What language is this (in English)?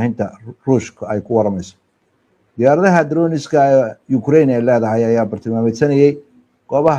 Somali